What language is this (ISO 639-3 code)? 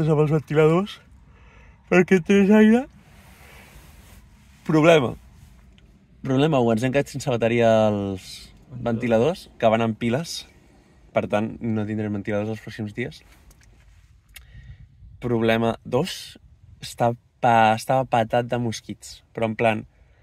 cat